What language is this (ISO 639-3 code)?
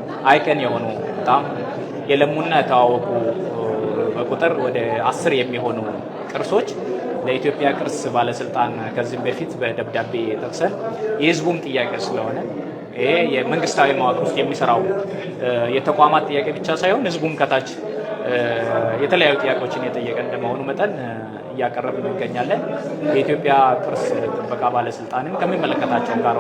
amh